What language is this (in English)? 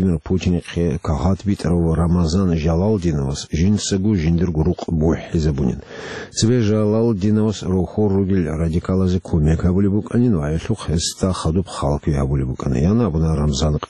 Avaric